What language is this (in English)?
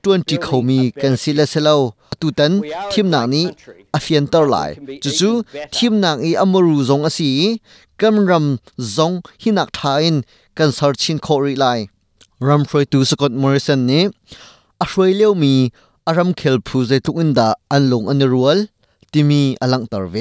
Hakha Chin